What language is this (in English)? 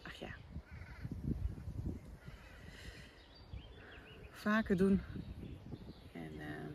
Dutch